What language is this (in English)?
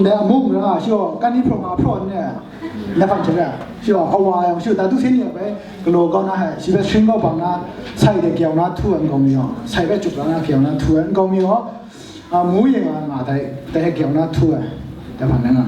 Kachin